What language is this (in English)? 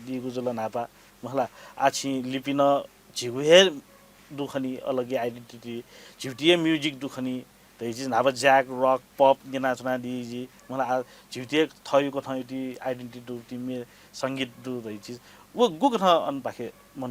Newari